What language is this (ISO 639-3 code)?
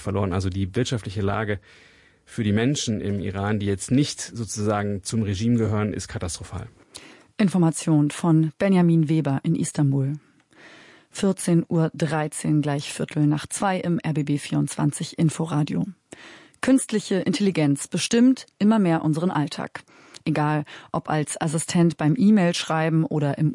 deu